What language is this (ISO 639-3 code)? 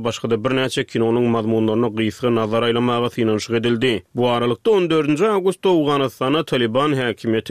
tuk